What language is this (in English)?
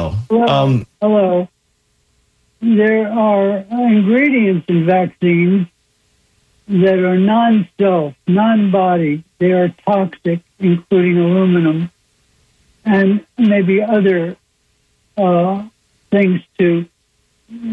English